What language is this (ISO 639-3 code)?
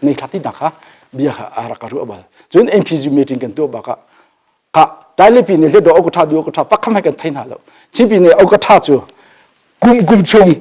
cnh